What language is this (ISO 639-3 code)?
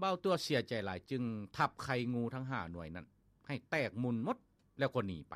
lao